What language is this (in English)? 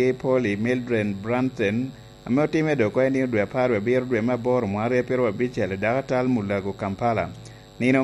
Lango (Uganda)